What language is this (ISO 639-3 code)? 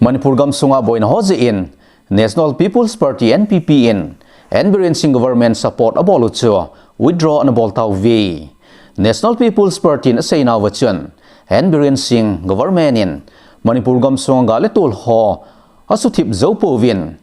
tcz